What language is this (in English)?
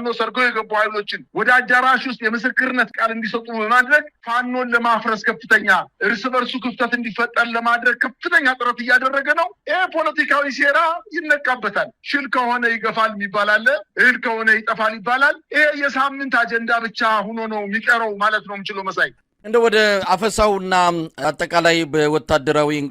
Amharic